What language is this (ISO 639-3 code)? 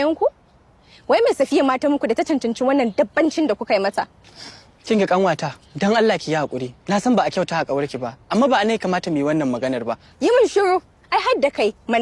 hau